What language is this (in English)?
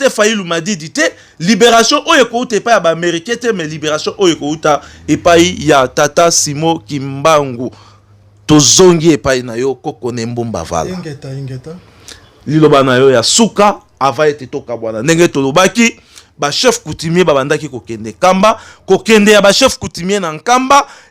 Lingala